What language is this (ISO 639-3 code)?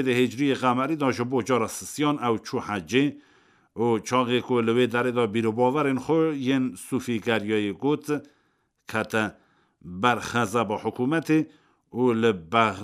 kur